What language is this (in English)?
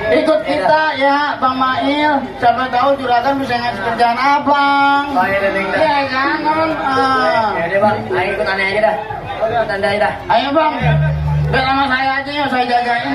Betawi